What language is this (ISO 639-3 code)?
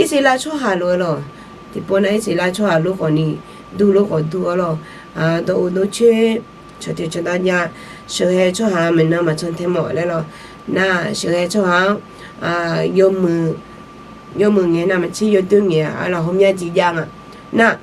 ahk